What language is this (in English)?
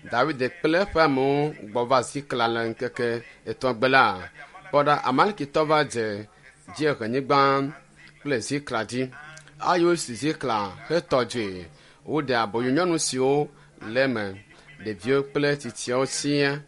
Ewe